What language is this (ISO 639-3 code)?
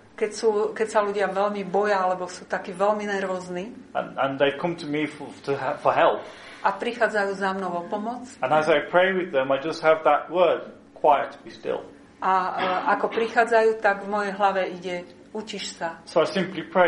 slk